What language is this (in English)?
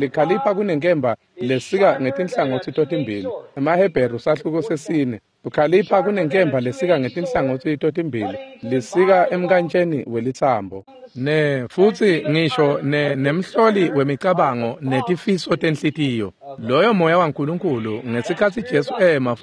Swati